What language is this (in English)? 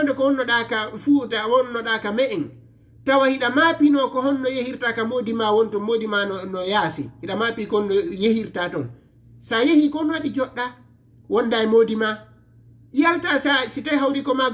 Fula